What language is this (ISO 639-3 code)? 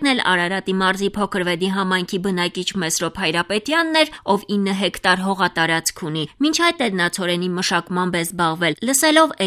hye